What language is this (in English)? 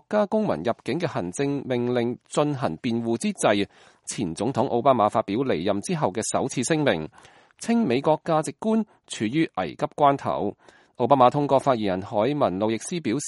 Cantonese